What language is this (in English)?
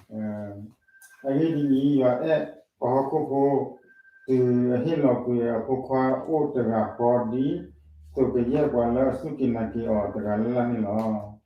S'gaw Karen